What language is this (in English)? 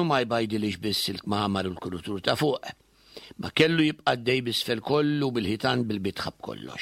Maltese